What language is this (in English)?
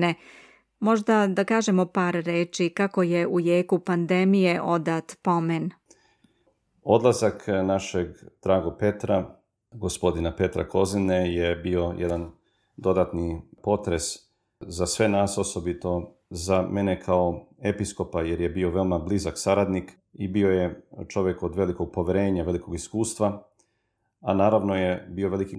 Serbian